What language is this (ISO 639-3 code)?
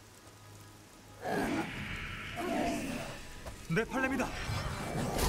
kor